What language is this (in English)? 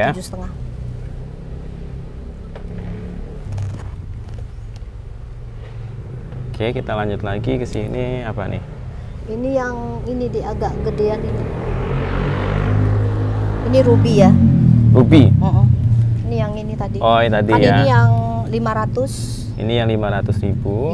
Indonesian